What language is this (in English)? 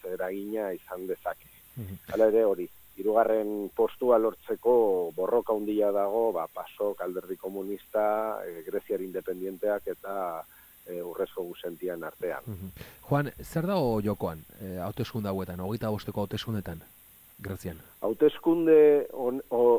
Basque